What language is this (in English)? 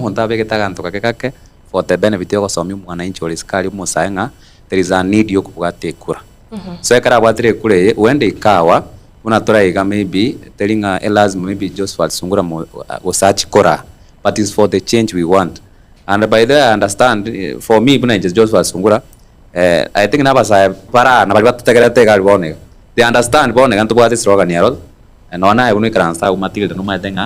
Gusii